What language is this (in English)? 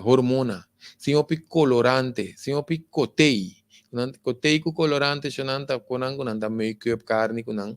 Papiamento